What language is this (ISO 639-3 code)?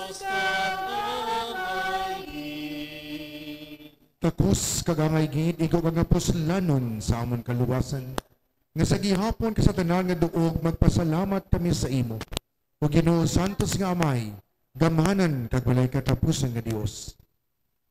hil